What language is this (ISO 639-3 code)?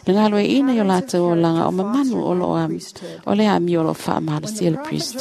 smo